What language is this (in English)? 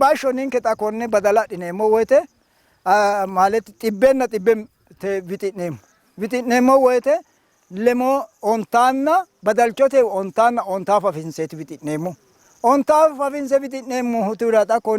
Sidamo